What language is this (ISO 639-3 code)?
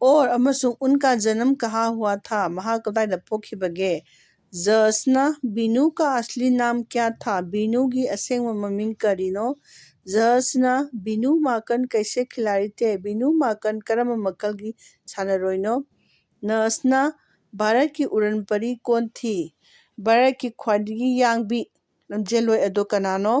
mni